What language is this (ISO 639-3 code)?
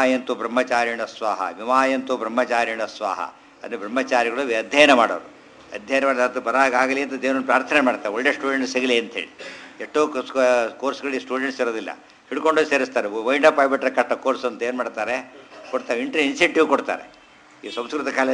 kan